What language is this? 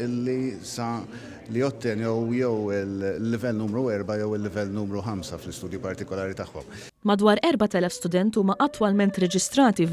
Maltese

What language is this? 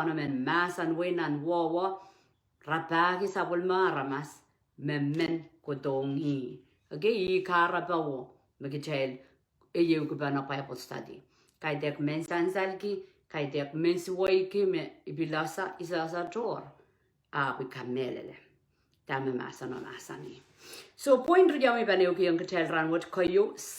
Pohnpeian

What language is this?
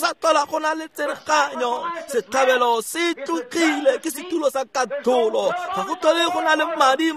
Tswana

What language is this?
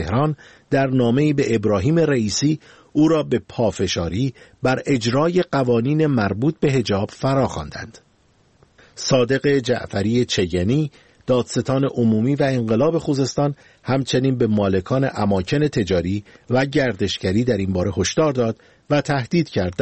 Persian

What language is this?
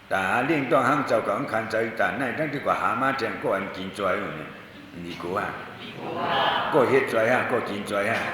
Shan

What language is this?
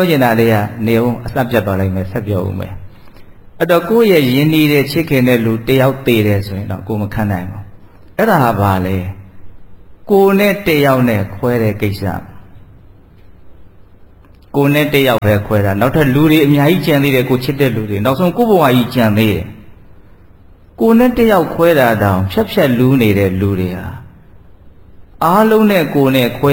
Burmese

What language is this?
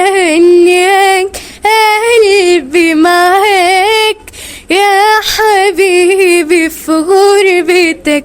Egyptian Arabic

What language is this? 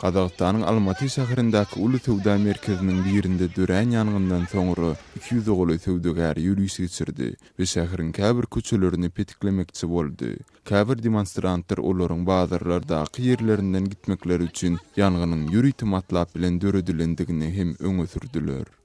Turkmen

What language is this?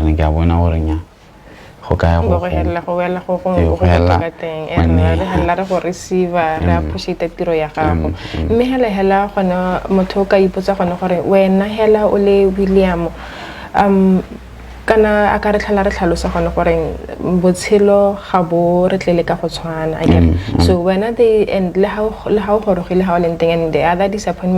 Tswana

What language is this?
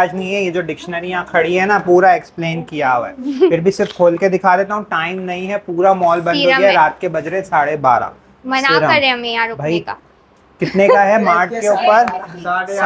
Hindi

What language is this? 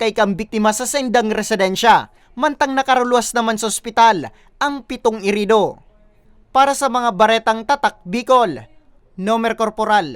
Bikol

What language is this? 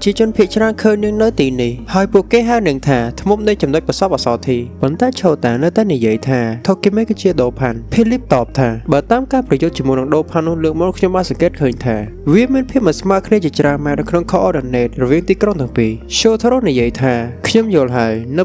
Khmer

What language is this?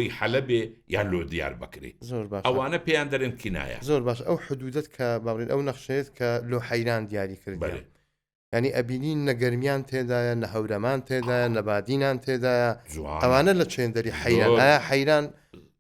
Central Kurdish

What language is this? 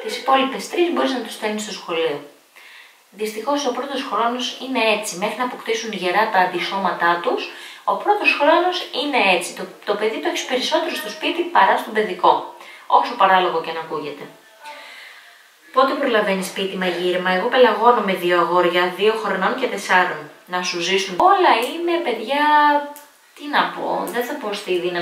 Greek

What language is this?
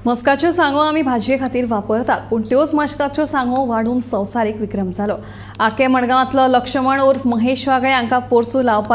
Konkani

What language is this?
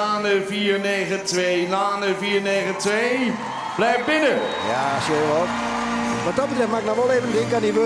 Western Frisian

